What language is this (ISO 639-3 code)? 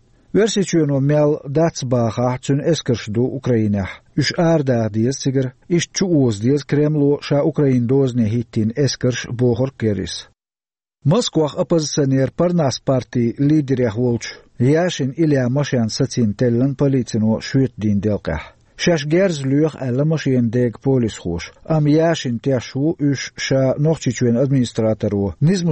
che